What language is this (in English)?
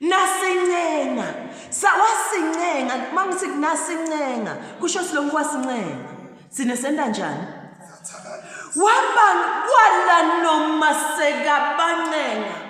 Zulu